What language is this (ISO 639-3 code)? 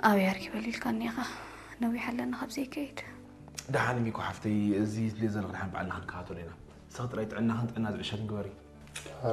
tir